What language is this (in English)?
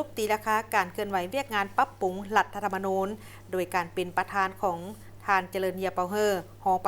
Lao